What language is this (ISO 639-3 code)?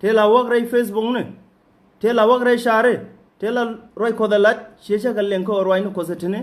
nus